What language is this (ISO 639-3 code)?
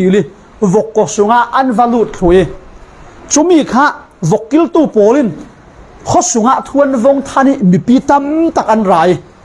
cfm